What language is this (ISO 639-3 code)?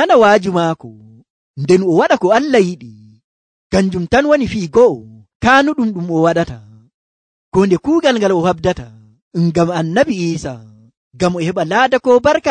fuv